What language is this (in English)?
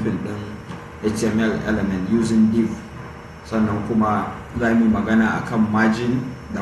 Hausa